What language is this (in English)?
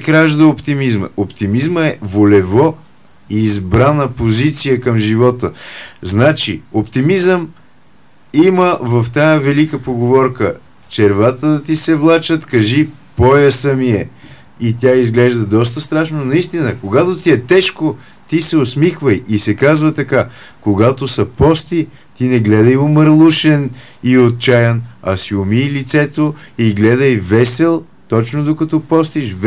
Bulgarian